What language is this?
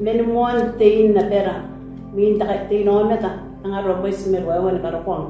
Gilbertese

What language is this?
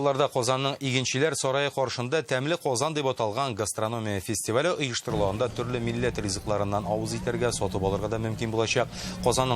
Tatar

